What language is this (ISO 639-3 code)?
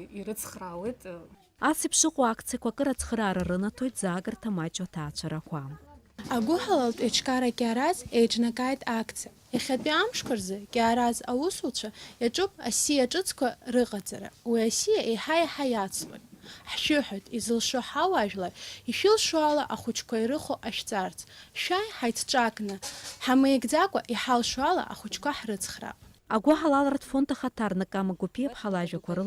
abk